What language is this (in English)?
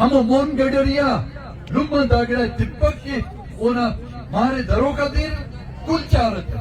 Brahui